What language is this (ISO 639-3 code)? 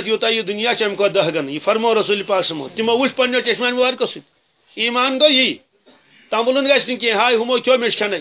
kas